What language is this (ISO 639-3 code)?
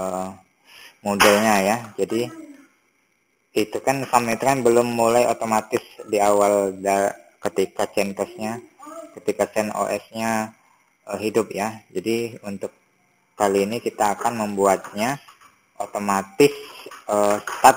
ind